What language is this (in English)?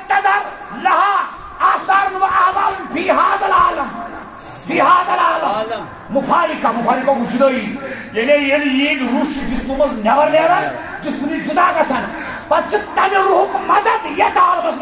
Kashmiri